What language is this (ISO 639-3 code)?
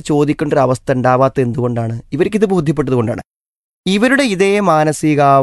mal